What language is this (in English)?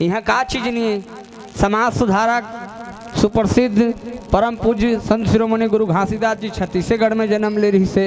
Chhattisgarhi